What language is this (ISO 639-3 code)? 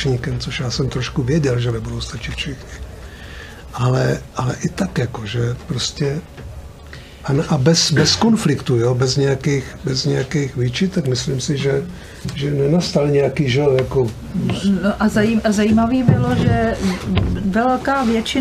ces